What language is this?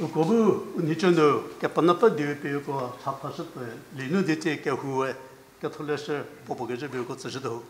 Angami Naga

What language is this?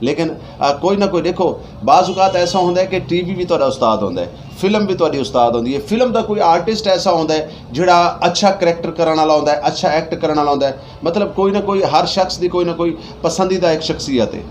Saraiki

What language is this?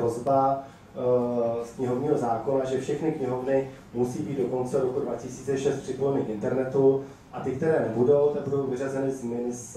Czech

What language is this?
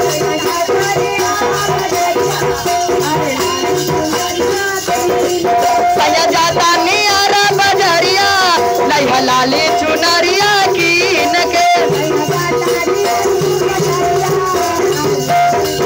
Bhojpuri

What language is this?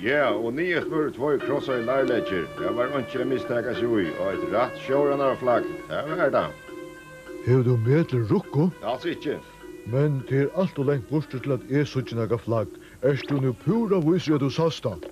Faroese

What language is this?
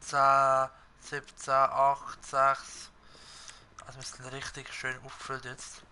Swiss German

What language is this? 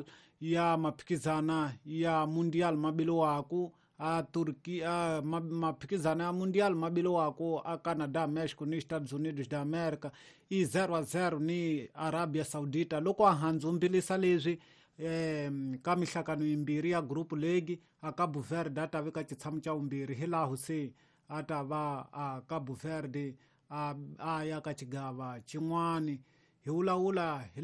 Tsonga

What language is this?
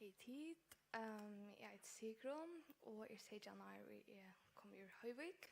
Faroese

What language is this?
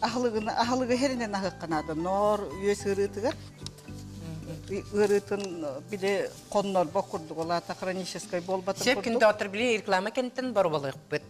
Yakut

